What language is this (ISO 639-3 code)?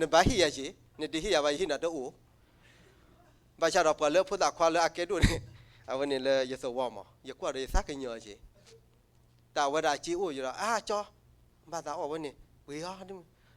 ksw